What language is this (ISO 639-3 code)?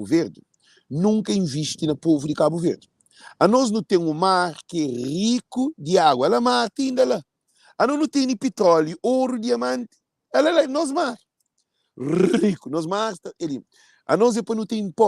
kea